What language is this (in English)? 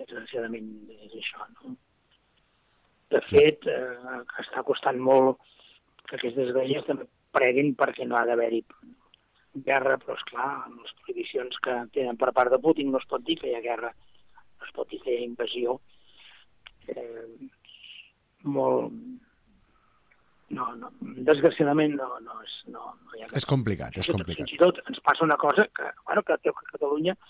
Catalan